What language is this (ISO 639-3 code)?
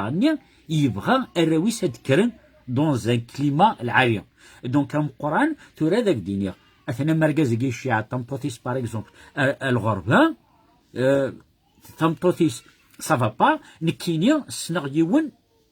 kab